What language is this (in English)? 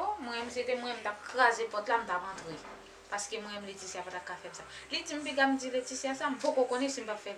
Haitian Creole